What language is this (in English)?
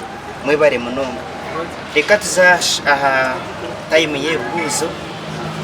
Nyankole